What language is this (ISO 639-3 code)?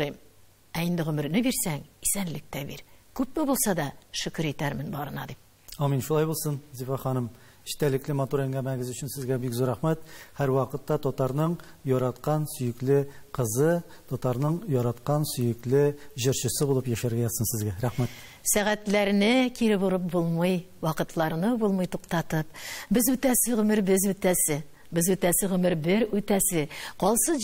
tat